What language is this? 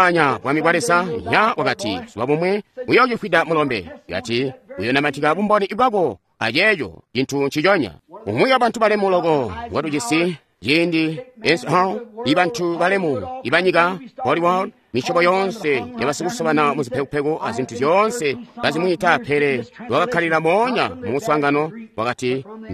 Tonga (Zambia)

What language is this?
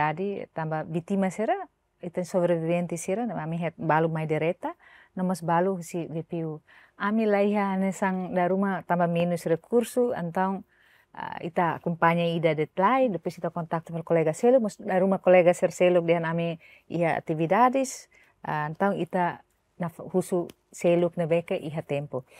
Tetum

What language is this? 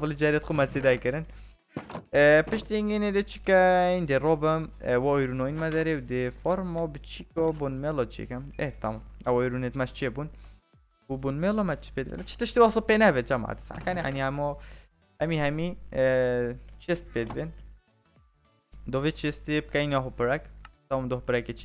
Kurdish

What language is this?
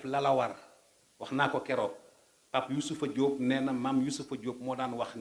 Wolof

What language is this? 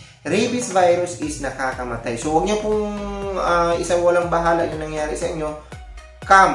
Filipino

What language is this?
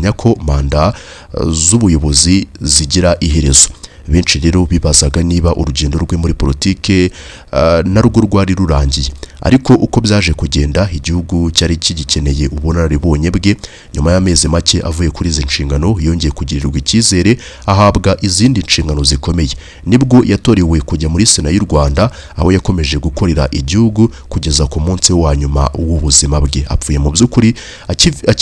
Kinyarwanda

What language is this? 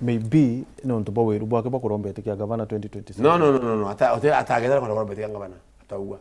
Meru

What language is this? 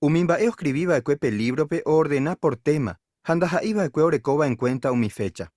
Guarani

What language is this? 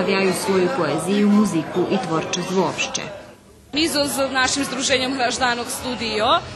Rusyn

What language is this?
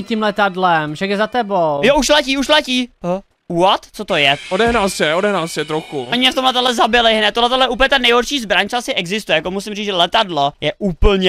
Czech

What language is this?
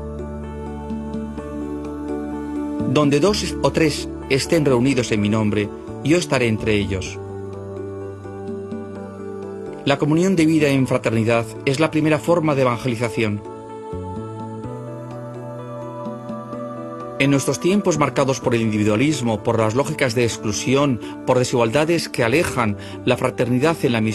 Spanish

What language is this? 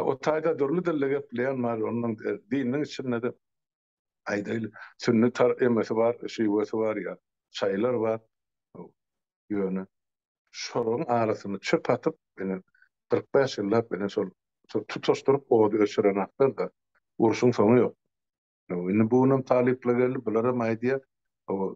Turkmen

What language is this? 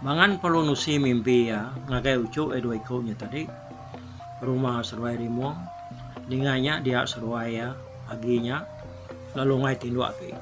Iban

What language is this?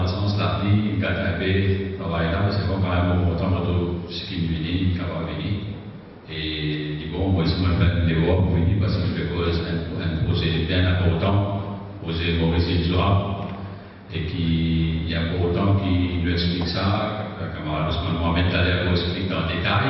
Morisyen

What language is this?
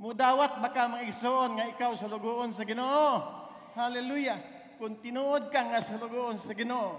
Cebuano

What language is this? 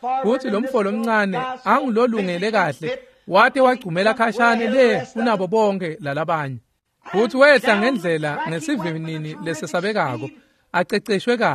Swati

